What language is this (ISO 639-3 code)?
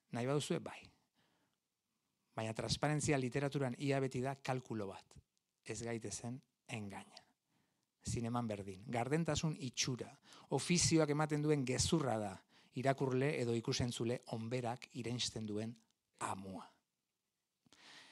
eus